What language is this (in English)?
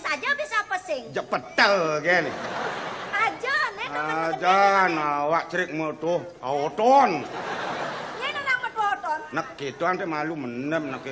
Balinese